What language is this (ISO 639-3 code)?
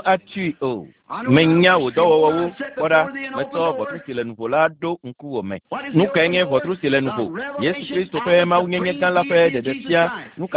ewe